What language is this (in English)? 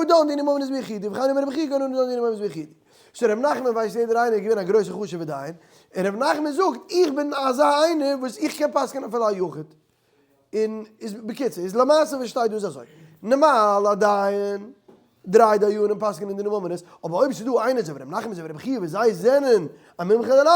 Yiddish